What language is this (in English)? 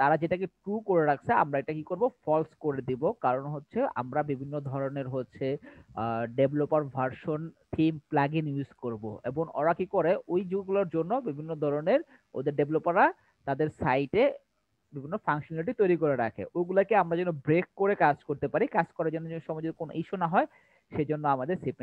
Bangla